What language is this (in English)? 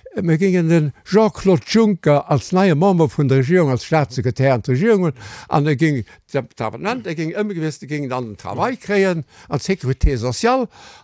Luxembourgish